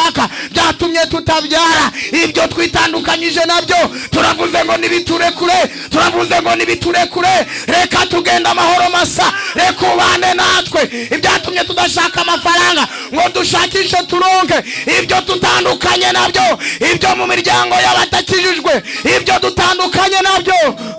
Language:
Kinyarwanda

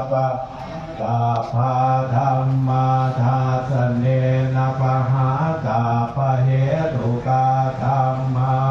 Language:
Pali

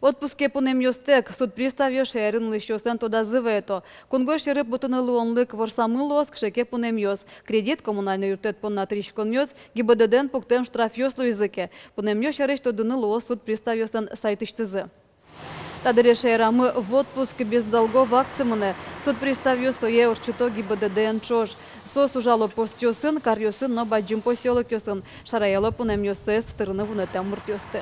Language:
Udmurt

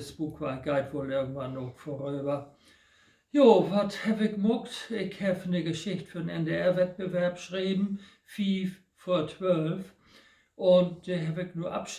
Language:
Low German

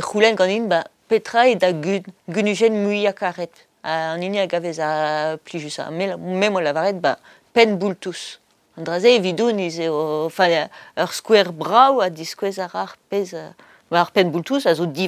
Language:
Breton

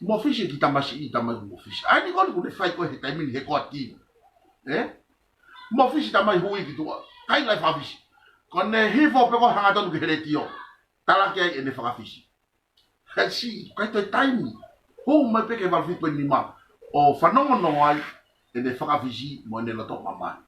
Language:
Tongan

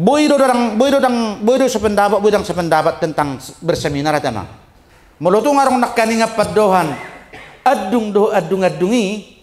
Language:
Batak Toba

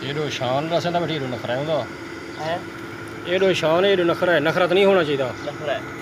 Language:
Saraiki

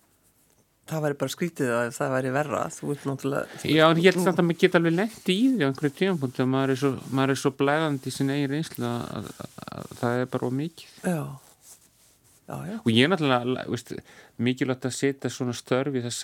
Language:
Icelandic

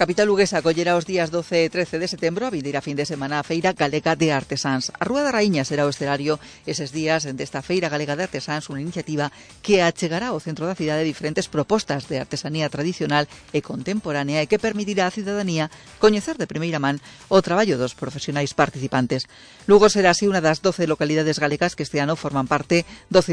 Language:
Galician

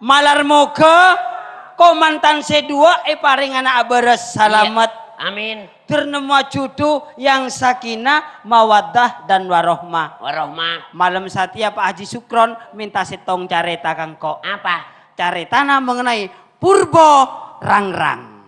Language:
Madurese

